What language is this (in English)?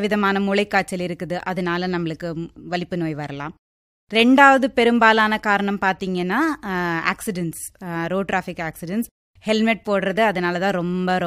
Tamil